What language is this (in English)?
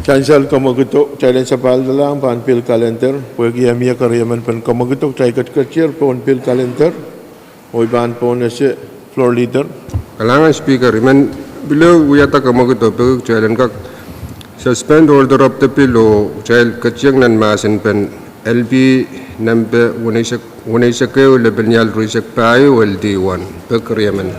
Pohnpeian